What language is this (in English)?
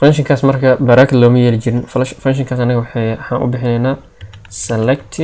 Somali